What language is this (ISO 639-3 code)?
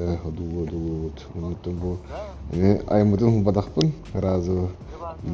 sah